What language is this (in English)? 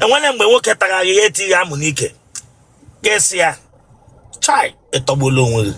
Igbo